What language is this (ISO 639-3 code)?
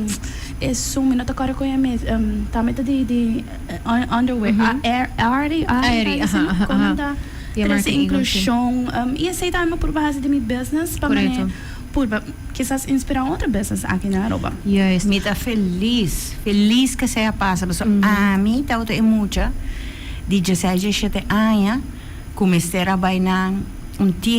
pap